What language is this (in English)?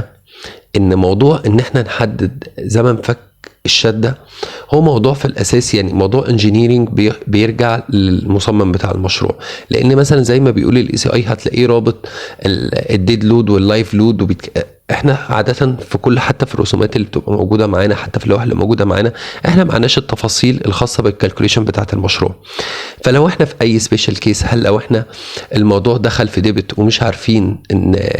Egyptian Arabic